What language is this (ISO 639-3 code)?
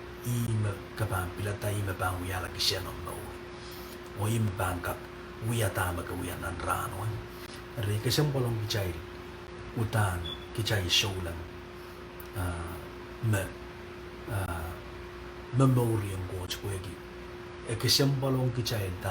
pon